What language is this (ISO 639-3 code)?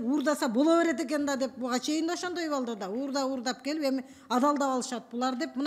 kir